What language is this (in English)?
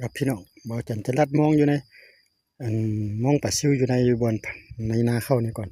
Lao